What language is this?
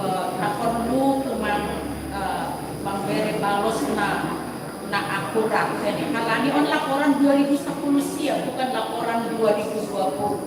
Batak Simalungun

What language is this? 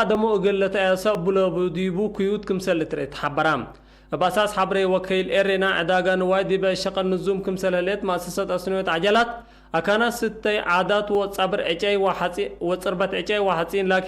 Tigre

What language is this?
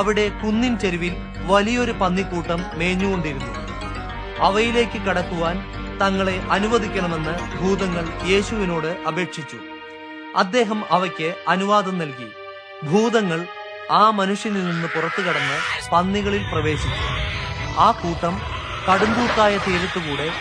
Malayalam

